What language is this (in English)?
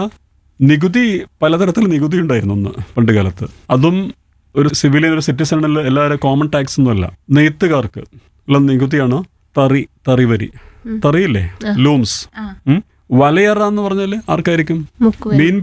Malayalam